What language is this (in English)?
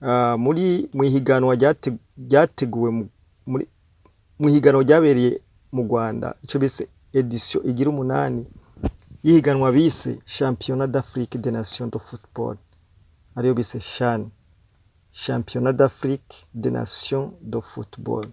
Rundi